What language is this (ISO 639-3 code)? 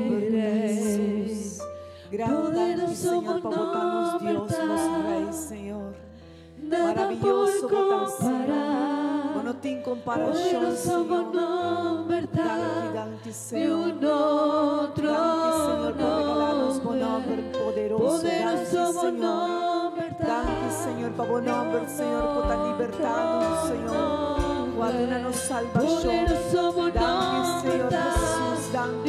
pap